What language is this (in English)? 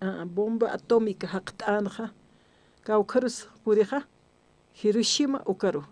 Aymara